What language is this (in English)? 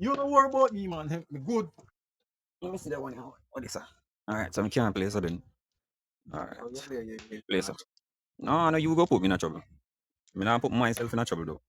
Jamaican Creole English